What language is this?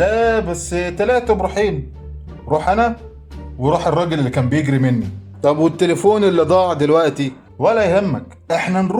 Egyptian Arabic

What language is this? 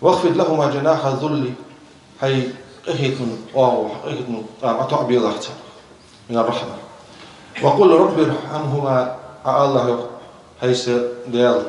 Ingush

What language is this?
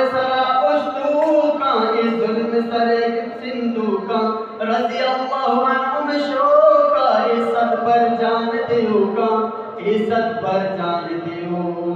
Eastern Balochi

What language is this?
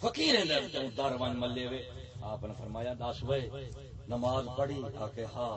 Saraiki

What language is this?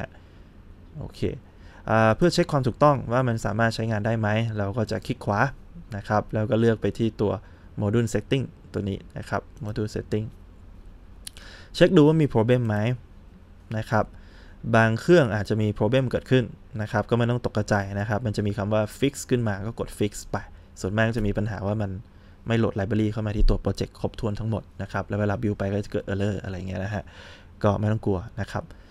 Thai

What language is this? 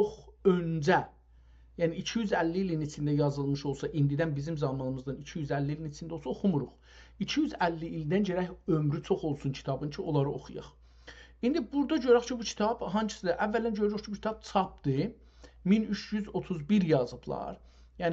South Azerbaijani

